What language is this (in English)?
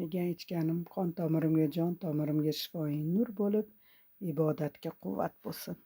Uzbek